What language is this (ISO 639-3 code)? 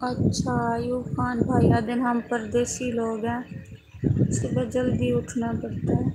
skr